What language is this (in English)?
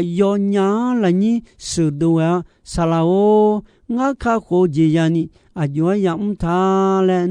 Akha